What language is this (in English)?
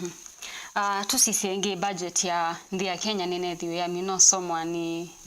Kamba